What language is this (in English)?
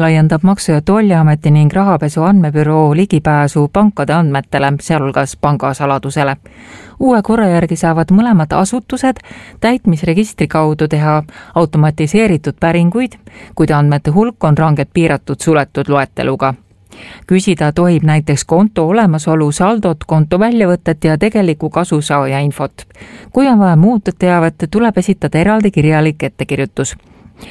Estonian